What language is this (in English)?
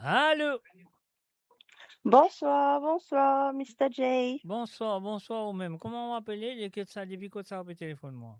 Morisyen